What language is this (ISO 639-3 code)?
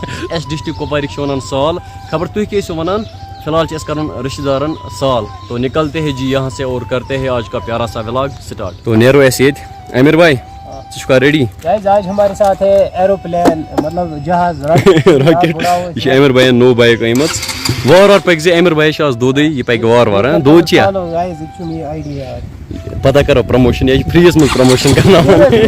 kas